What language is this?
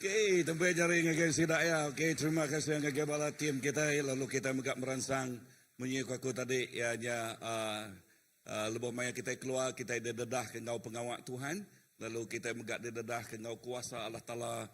Iban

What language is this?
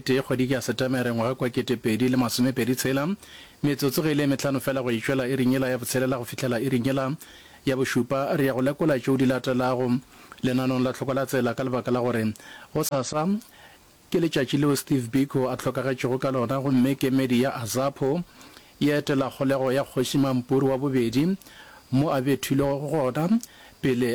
Northern Sotho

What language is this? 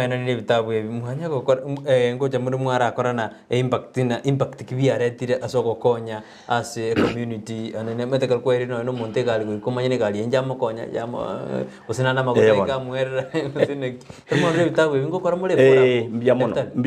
Gusii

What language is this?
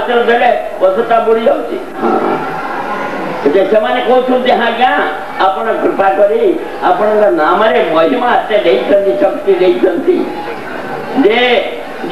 Odia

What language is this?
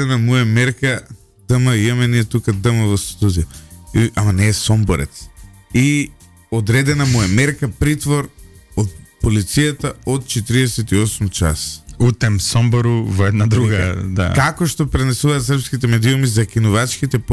Macedonian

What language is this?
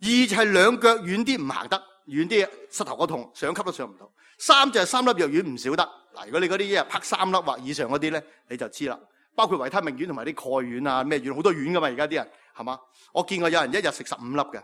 Cantonese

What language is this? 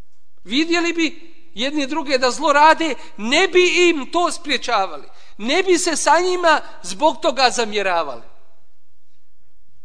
Bosnian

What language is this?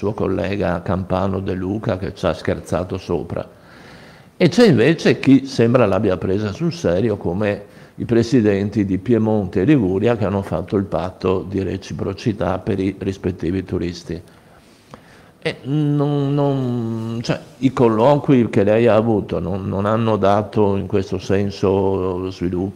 Italian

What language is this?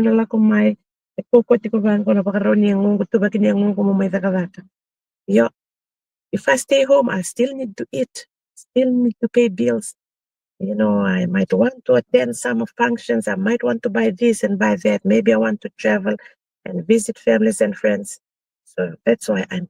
Fijian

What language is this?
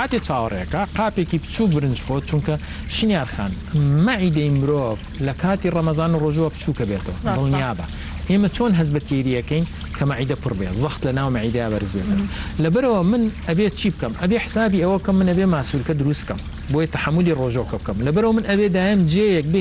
Central Kurdish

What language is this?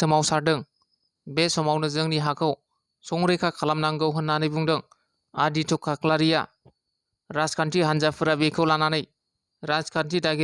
Bodo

